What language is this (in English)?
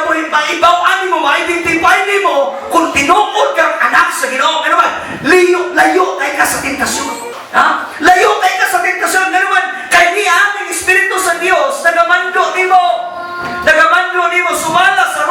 Cebuano